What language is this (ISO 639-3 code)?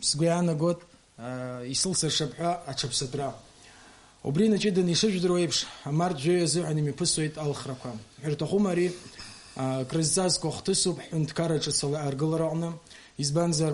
abk